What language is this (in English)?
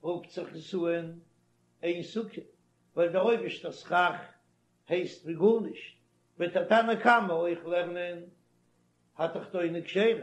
Yiddish